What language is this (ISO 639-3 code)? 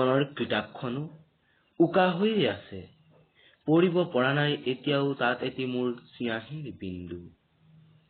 asm